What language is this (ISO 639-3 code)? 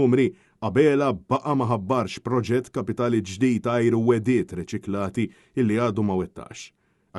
mlt